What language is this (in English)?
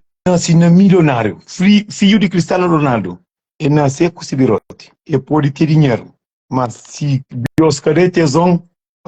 Kabuverdianu